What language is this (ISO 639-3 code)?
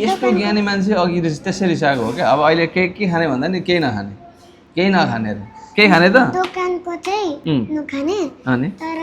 nep